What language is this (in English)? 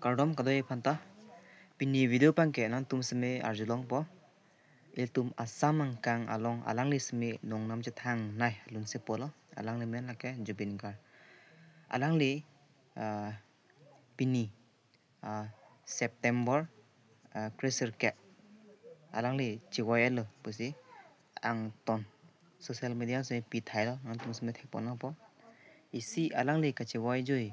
Karbi